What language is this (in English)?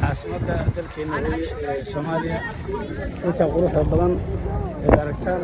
Somali